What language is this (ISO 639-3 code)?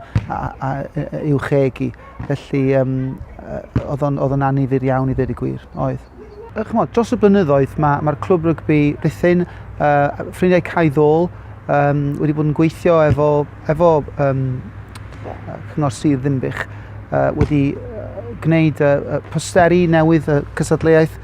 cym